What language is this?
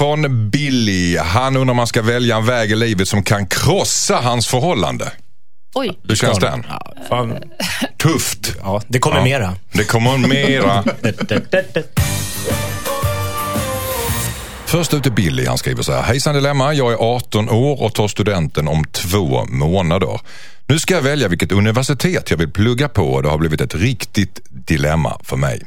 Swedish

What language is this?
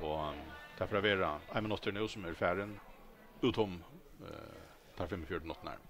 Faroese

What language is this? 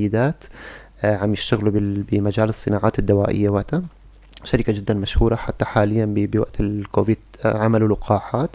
North Levantine Arabic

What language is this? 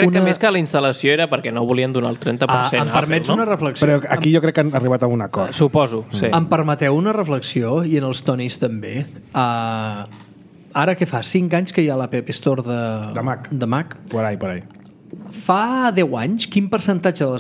Catalan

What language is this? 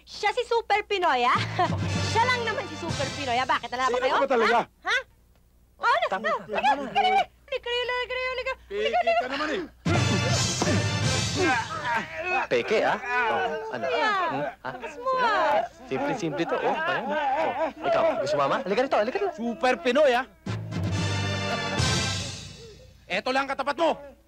Filipino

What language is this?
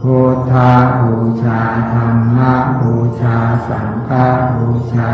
Pali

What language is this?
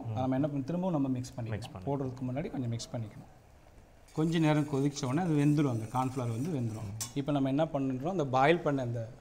Tamil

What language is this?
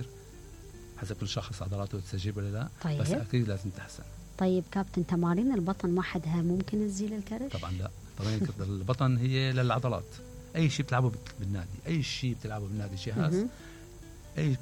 Mesopotamian Arabic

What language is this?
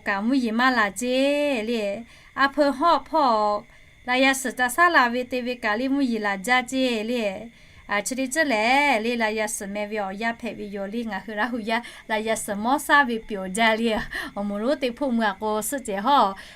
Lahu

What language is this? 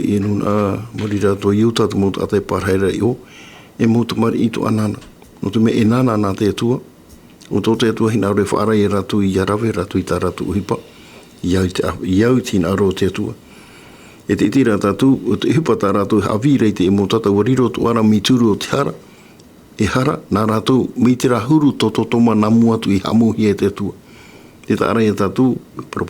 Tahitian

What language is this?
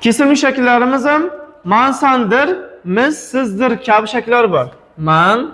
Uzbek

